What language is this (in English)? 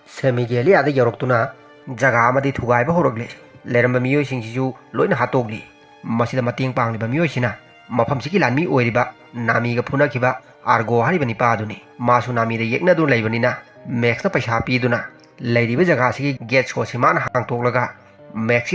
Manipuri